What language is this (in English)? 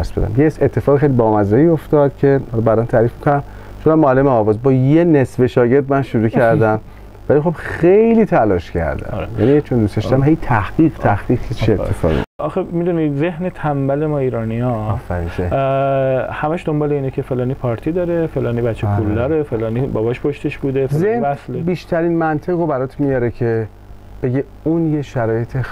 Persian